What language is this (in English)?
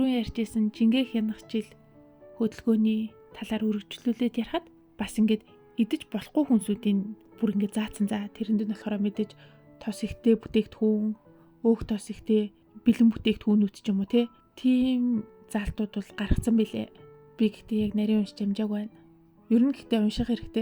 Mongolian